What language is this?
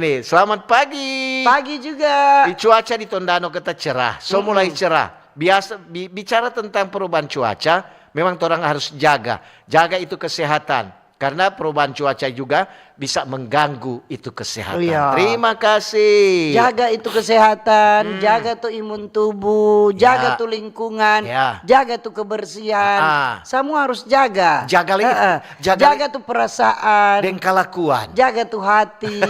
Manado Malay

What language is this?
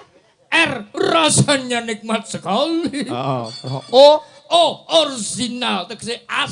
Javanese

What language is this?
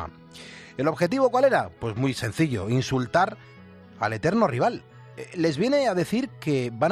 Spanish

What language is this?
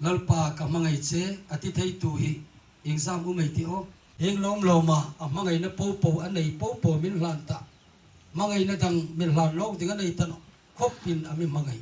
Hmar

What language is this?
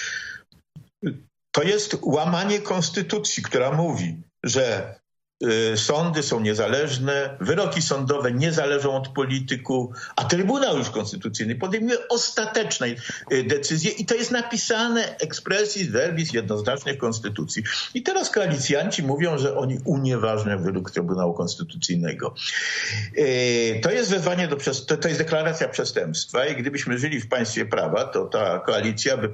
Polish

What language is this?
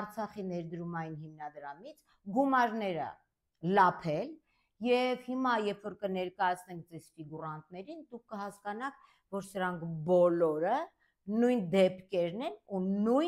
Armenian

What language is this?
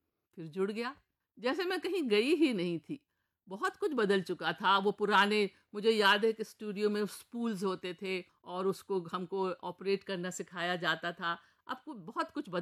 Urdu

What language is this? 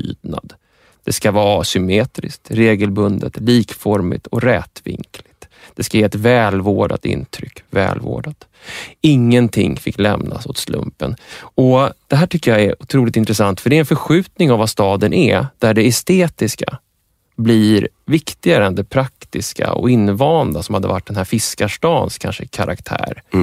Swedish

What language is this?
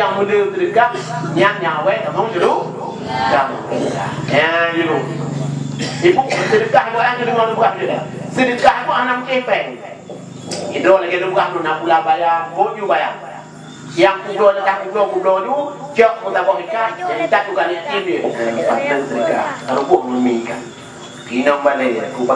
Achinese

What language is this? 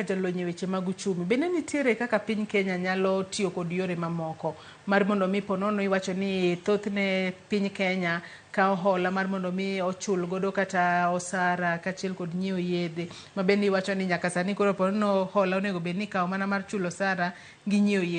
Luo (Kenya and Tanzania)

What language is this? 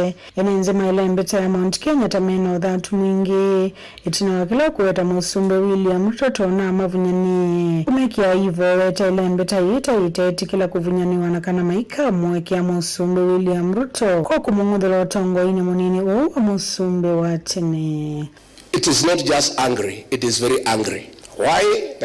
Kamba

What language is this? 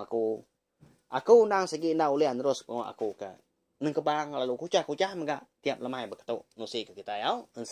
Iban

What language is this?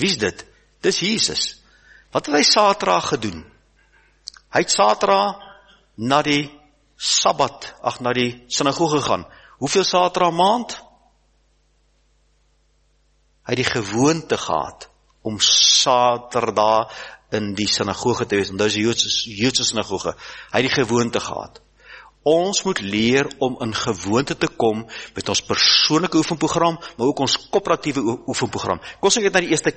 Afrikaans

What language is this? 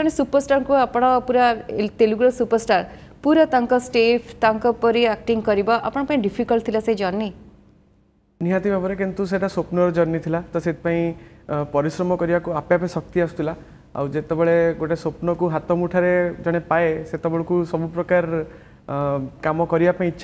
Odia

